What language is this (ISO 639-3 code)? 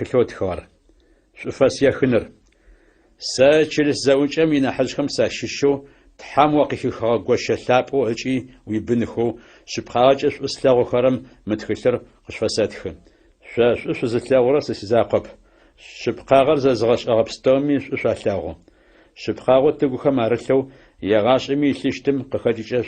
ady